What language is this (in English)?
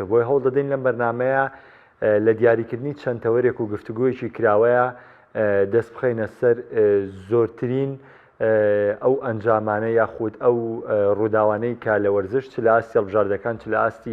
Central Kurdish